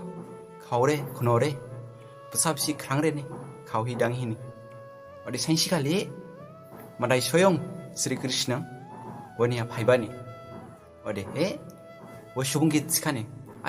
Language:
Dimasa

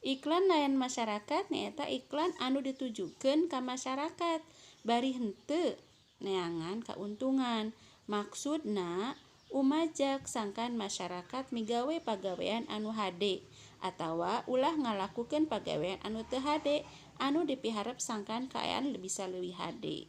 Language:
Sundanese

